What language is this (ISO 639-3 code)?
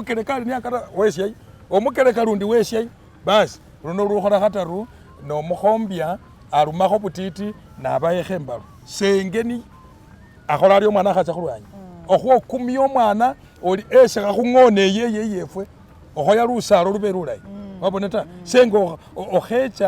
myx